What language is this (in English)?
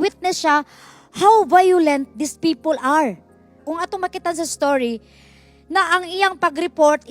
Cebuano